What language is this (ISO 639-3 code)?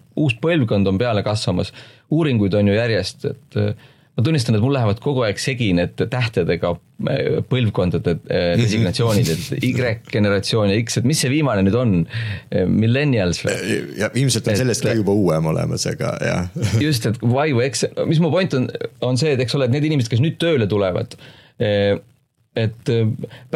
est